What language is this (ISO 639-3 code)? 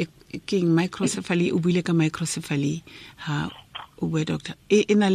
tsn